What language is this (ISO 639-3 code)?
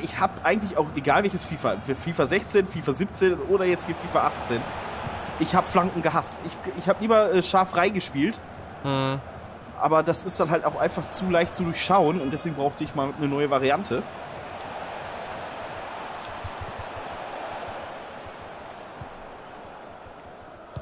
deu